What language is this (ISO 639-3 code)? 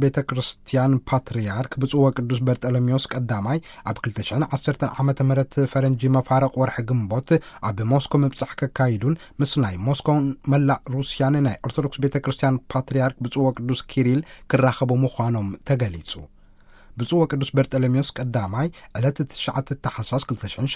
tir